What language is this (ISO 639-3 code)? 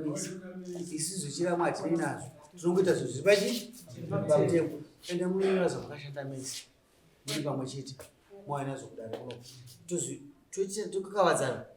sna